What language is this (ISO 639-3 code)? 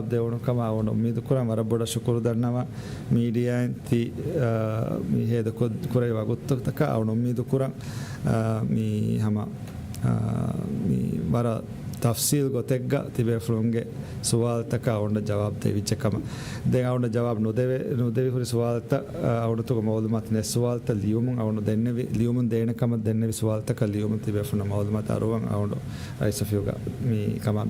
div